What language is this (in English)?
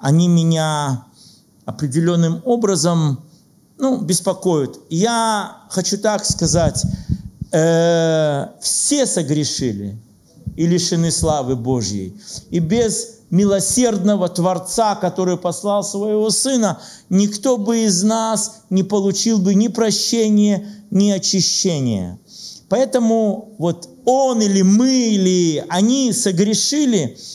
Russian